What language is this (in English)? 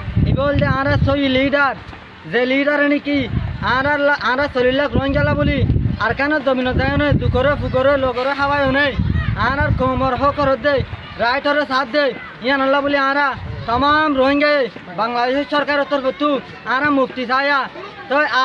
Rohingya